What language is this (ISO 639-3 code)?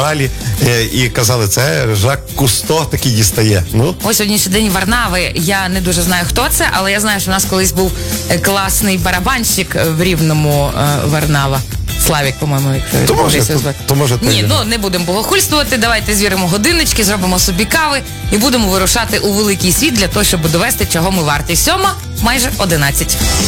ukr